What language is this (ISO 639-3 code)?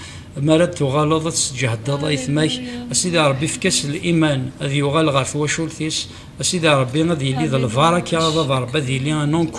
kab